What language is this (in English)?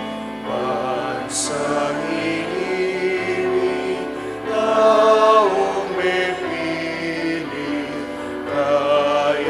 Pampanga